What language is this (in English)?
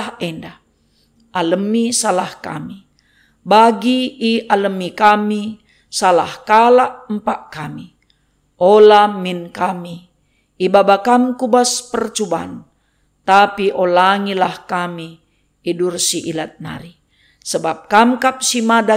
Batak Karo